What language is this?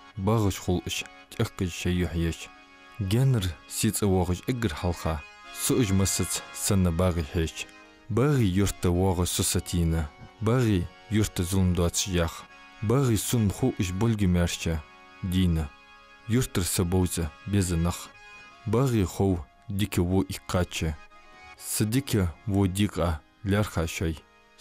Ingush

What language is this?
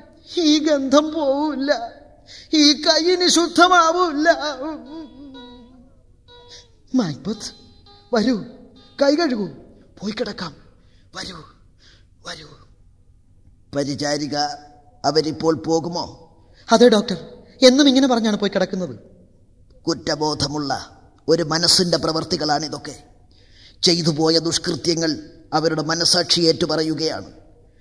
Malayalam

